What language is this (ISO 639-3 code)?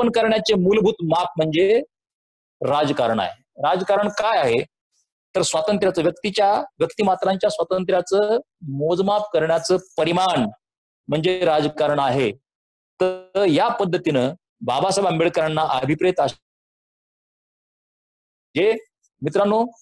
mar